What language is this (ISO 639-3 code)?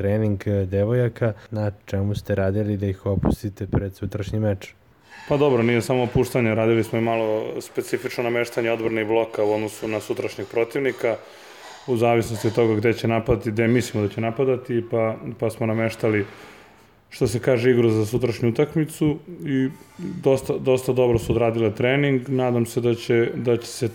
srp